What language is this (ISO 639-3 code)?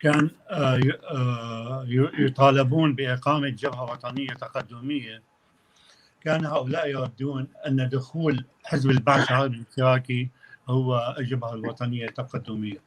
apc